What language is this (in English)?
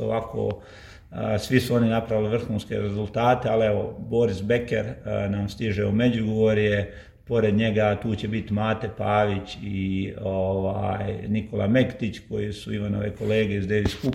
Croatian